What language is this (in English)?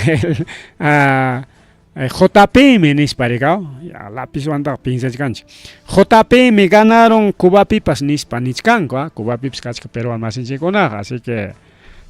Ayacucho Quechua